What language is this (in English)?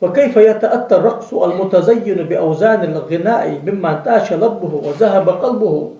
Ingush